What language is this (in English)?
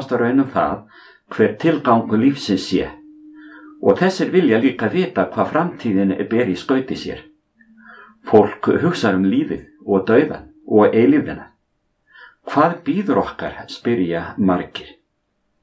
Icelandic